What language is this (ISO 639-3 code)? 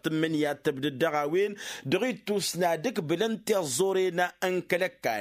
taq